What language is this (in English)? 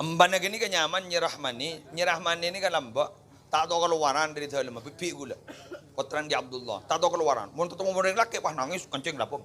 Madurese